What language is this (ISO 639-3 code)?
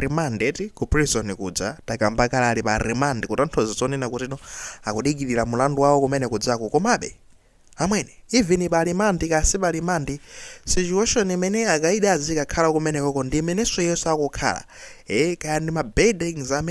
nya